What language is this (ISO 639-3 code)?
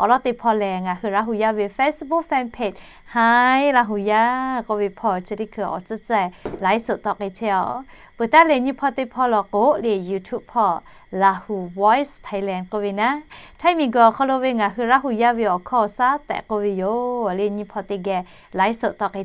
lhu